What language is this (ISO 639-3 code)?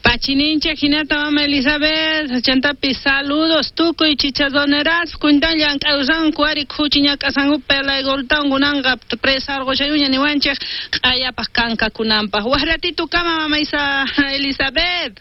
quh